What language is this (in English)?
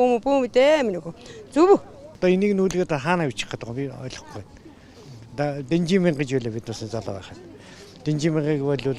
Mongolian